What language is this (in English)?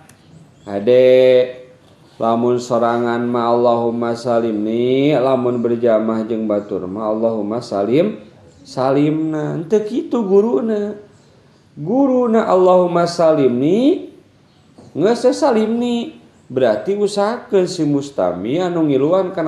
Sundanese